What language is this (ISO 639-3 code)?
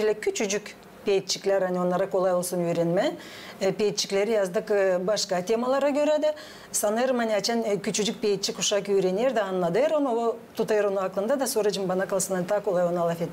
gag